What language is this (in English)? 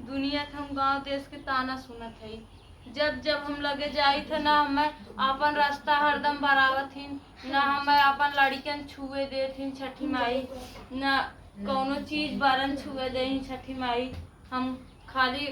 Awadhi